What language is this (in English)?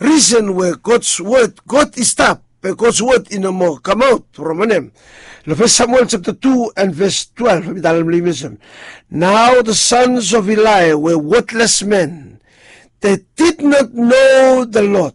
Bislama